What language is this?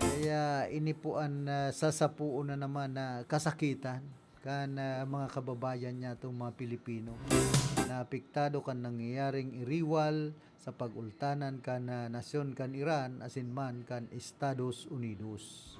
Bikol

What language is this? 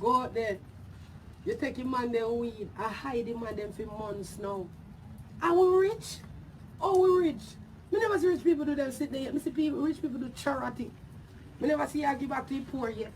Jamaican Creole English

